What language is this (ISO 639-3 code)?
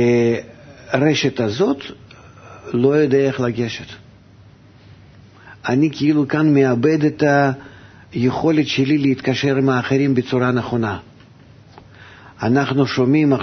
heb